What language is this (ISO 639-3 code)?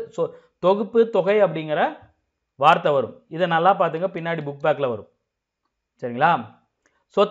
tam